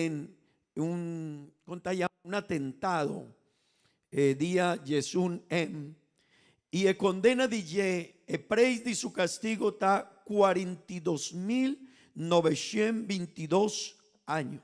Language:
Papiamento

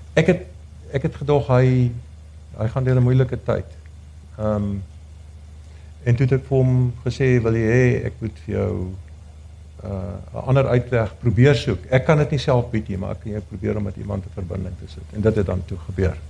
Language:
Afrikaans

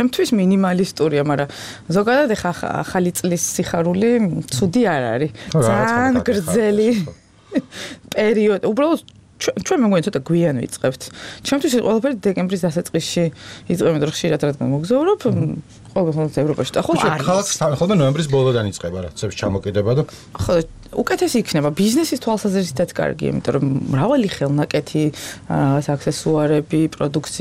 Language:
Georgian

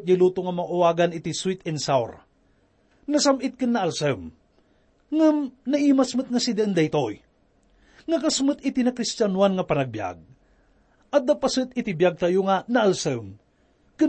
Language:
Iloko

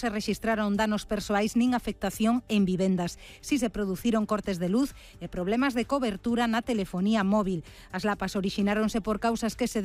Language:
Galician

